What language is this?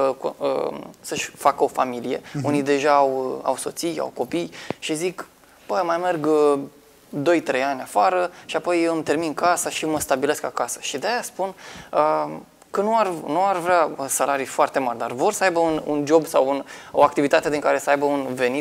Romanian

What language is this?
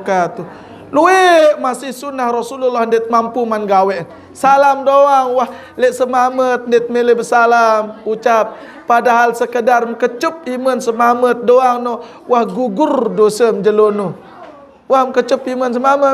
Sasak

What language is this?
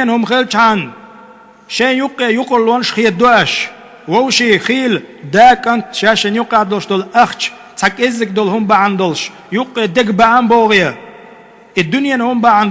Chechen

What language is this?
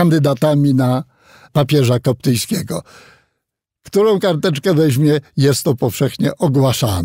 Polish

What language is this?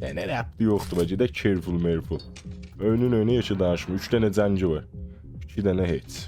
South Azerbaijani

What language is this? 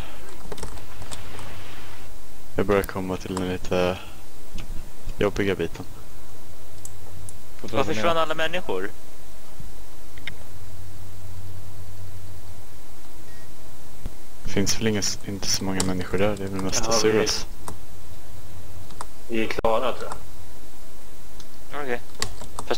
Swedish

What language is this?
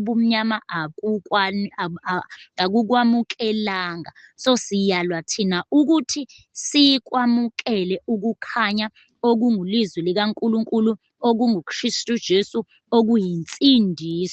Zulu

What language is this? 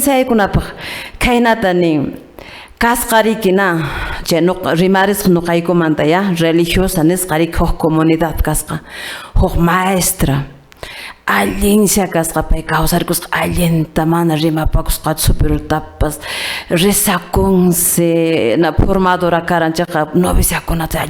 Quechua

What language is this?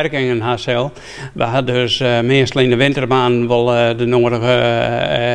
Western Frisian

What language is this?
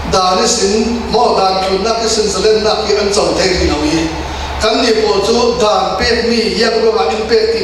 Falam Chin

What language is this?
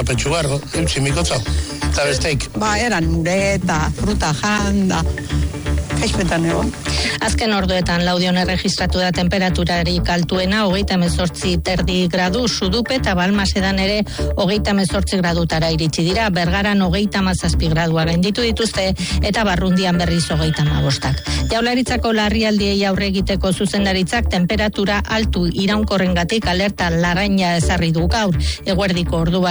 Basque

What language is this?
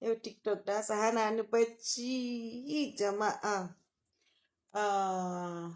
Hausa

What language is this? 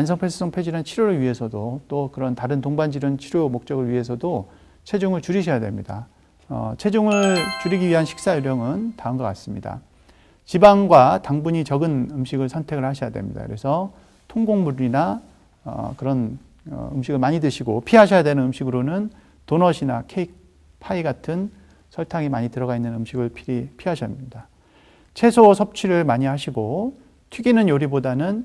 Korean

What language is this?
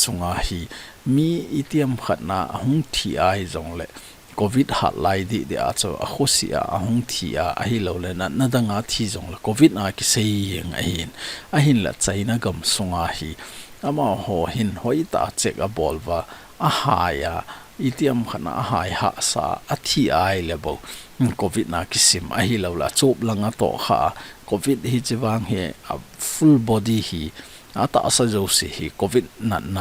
Thado Chin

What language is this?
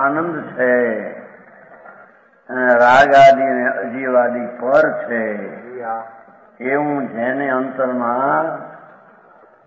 Gujarati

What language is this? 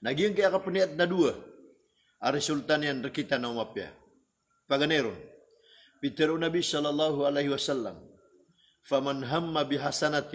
Maranao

